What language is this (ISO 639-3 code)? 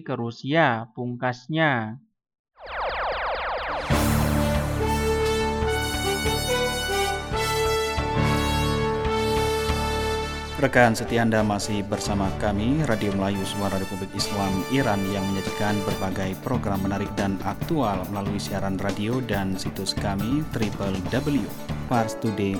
ind